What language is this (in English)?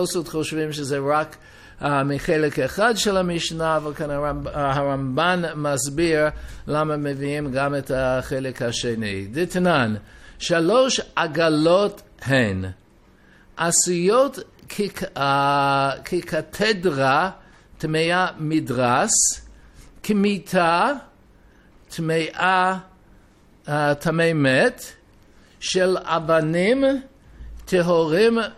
Hebrew